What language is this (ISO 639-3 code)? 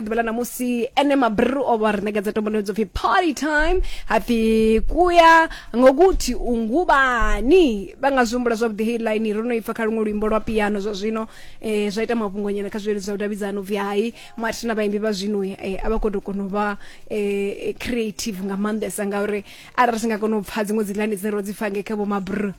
ven